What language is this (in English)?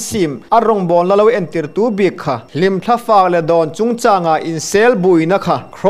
Hmar